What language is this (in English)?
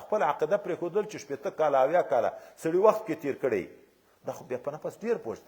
Pashto